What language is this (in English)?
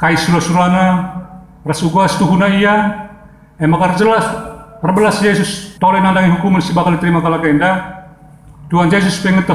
Batak Karo